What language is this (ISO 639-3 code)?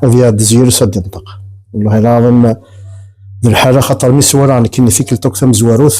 kab